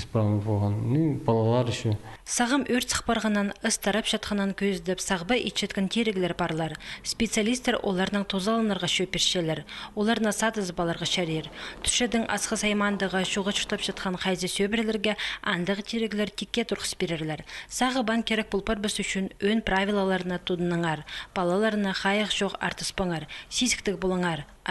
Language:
Khakas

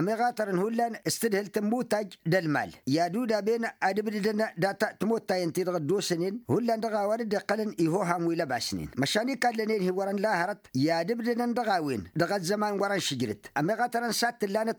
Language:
Tamasheq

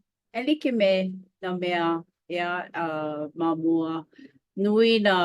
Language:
Hawaiian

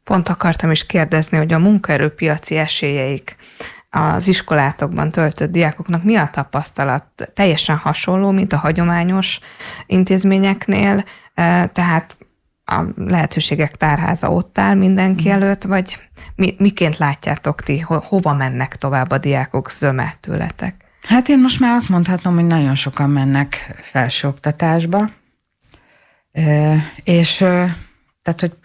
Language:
Hungarian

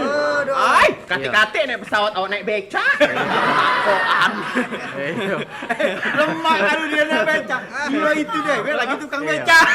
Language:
Musi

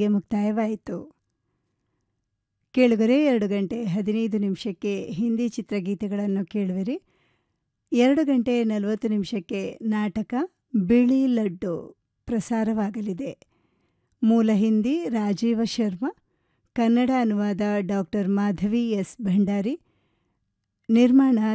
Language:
Kannada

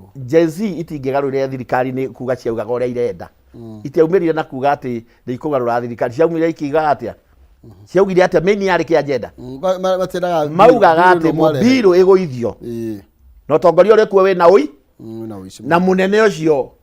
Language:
Kikuyu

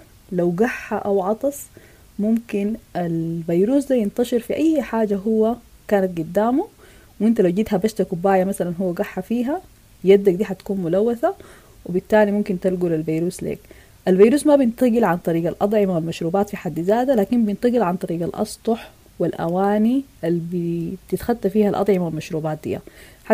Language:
Sudanese Arabic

